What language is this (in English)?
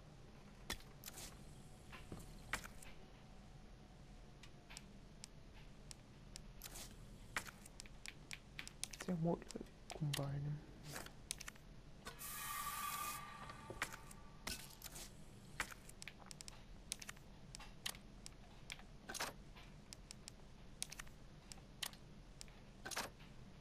Bulgarian